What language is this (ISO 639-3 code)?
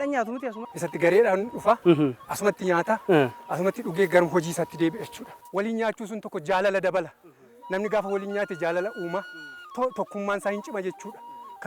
orm